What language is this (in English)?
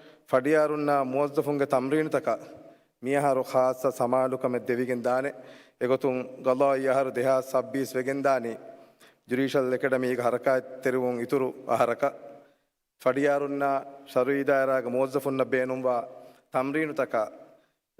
Divehi